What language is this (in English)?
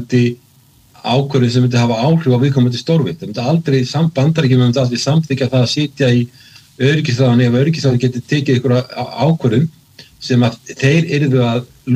Icelandic